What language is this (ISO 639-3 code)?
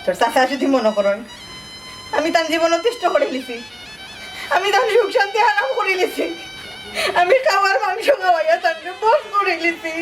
syl